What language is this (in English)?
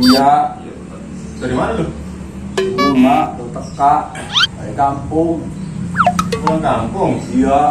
Betawi